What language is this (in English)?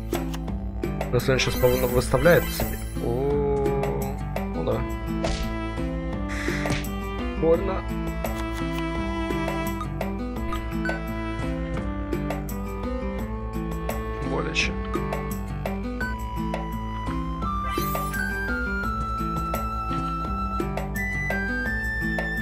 Russian